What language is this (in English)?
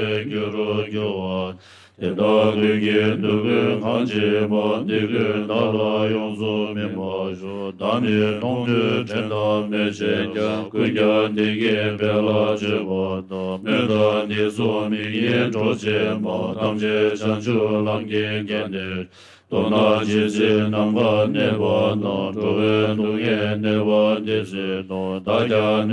Tibetan